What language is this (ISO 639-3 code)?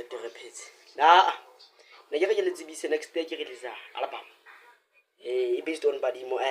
sot